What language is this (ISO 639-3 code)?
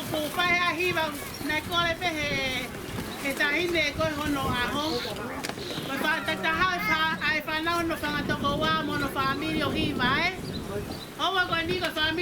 ton